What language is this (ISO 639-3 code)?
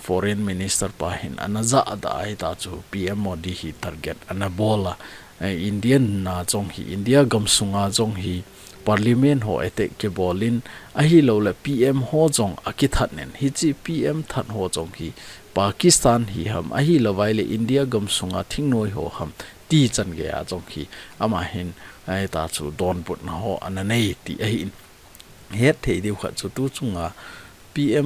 tcz